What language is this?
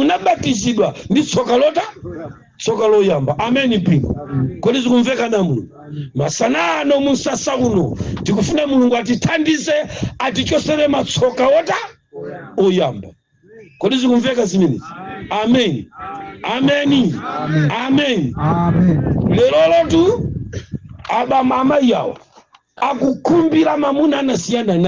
Nyanja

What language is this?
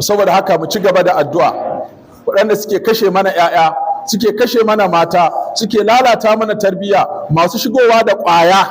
Hausa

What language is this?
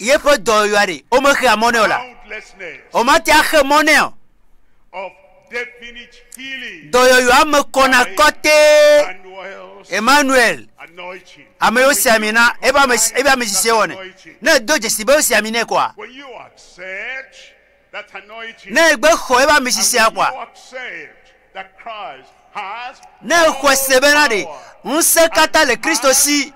Ewe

